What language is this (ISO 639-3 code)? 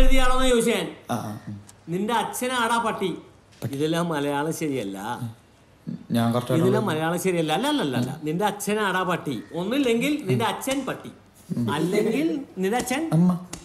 mal